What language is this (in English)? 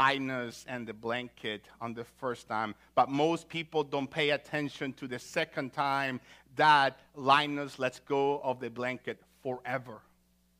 English